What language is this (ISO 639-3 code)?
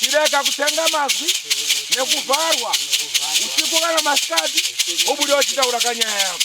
sna